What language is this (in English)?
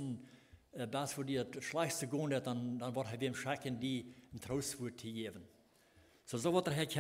Plautdietsch